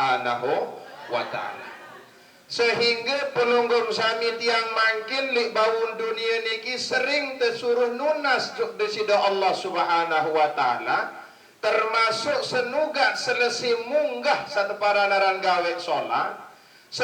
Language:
Sasak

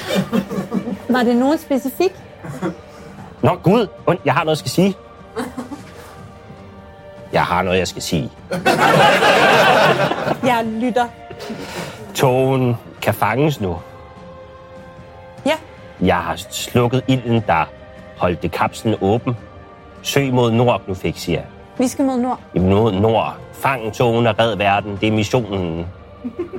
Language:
Danish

